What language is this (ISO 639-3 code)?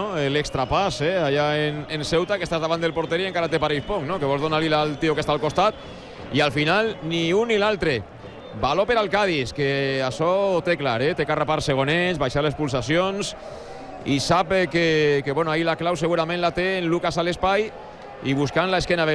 cat